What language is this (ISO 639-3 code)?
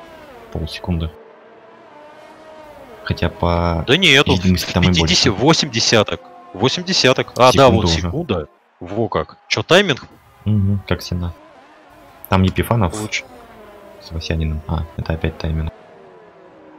rus